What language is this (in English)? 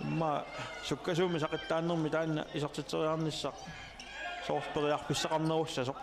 Kalaallisut